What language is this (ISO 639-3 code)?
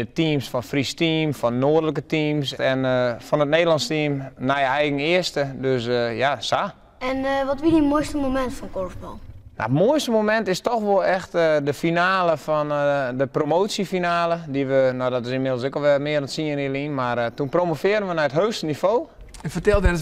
fry